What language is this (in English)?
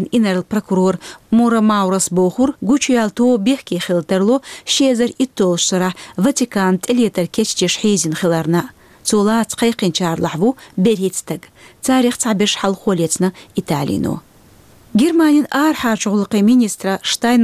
Chechen